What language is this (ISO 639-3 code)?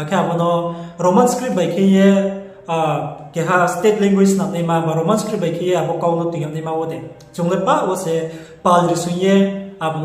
ria